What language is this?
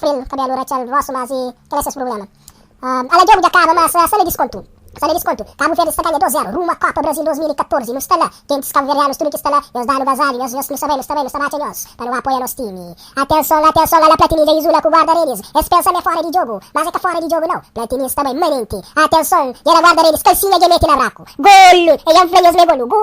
Kabuverdianu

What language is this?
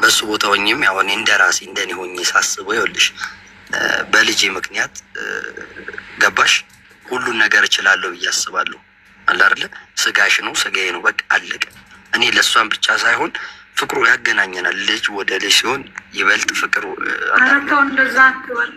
Amharic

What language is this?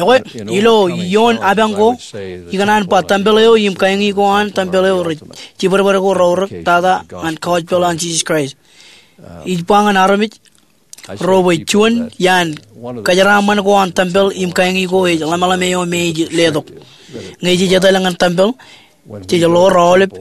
Marshallese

